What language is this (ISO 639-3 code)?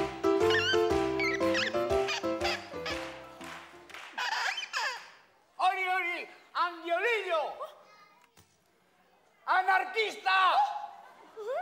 eus